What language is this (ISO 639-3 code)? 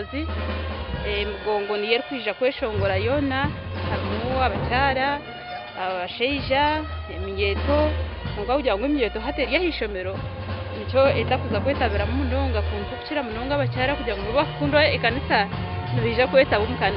nyn